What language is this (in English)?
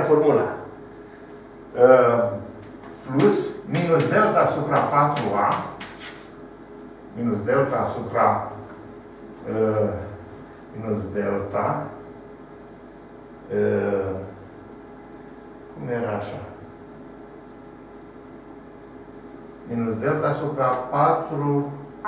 Romanian